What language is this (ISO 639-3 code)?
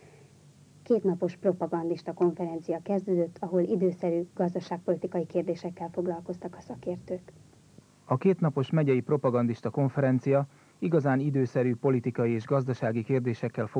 hun